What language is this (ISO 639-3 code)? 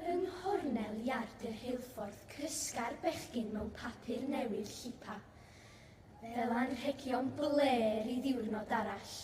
cym